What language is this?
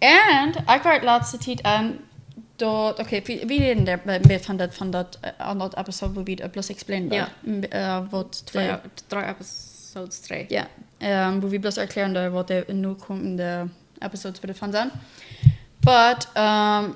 Plautdietsch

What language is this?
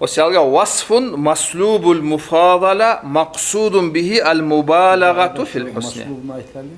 Kumyk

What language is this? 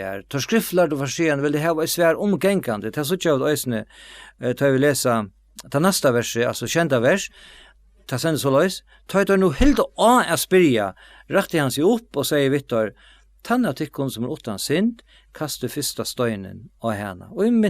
Faroese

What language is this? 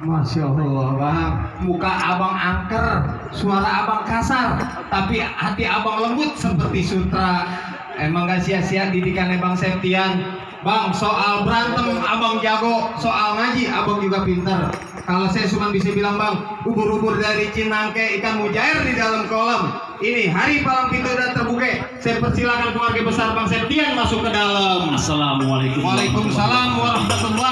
Betawi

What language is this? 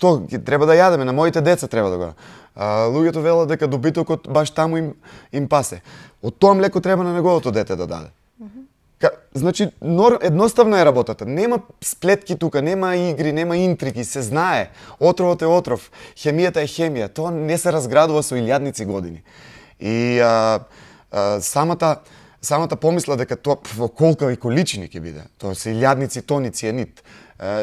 Macedonian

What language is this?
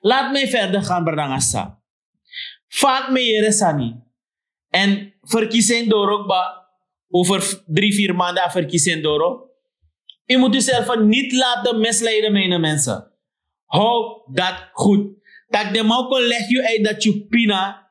Sranan Tongo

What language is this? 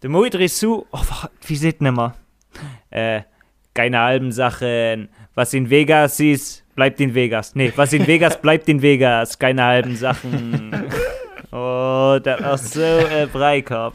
Luxembourgish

